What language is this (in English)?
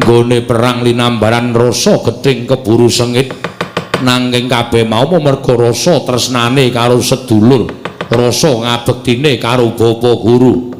Javanese